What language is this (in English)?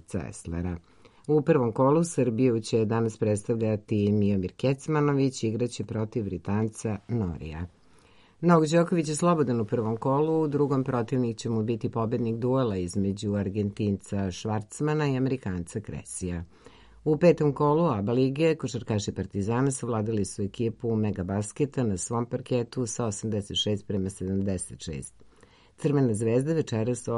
Serbian